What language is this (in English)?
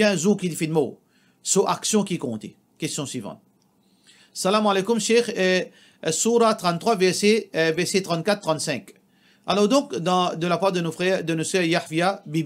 Morisyen